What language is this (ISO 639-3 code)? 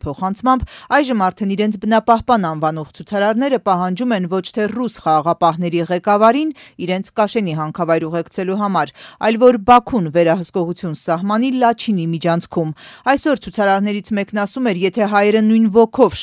hye